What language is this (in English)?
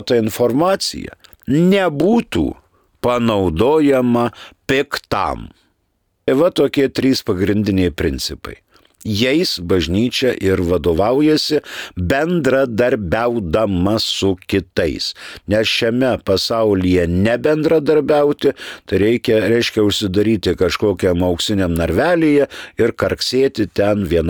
Lithuanian